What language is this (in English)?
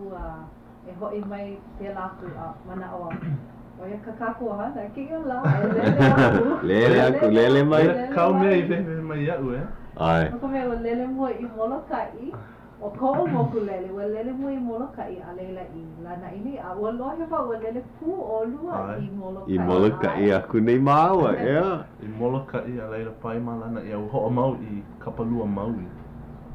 Hawaiian